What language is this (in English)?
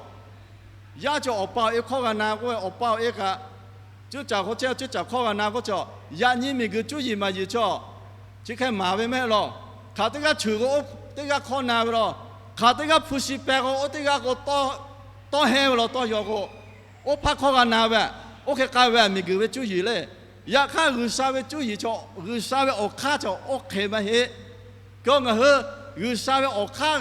Lahu